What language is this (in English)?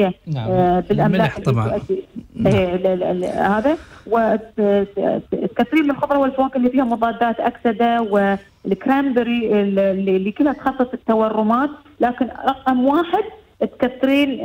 Arabic